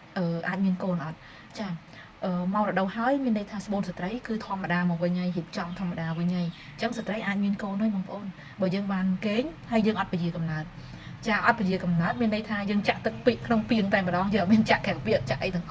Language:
Khmer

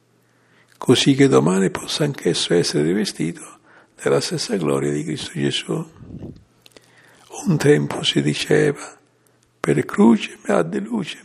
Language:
Italian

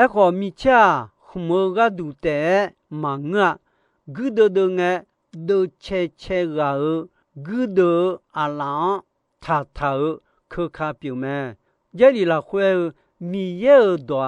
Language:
Akha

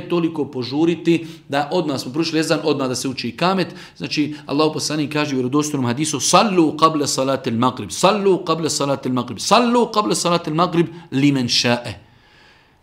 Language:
Bosnian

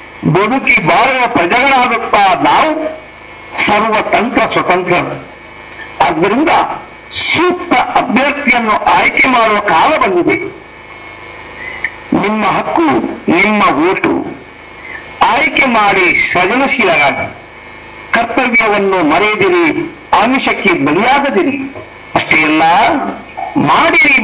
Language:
Kannada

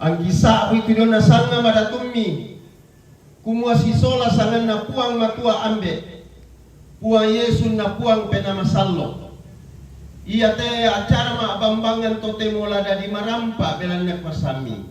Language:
Toraja-Sa'dan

